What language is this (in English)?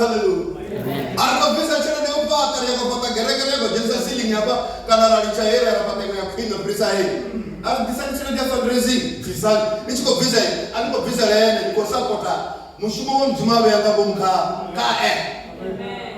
Venda